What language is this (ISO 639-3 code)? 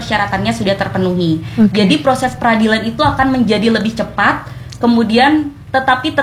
ind